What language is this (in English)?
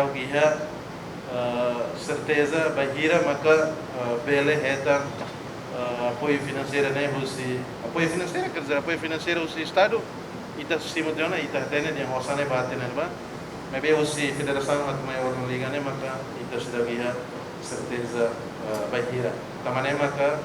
Tetum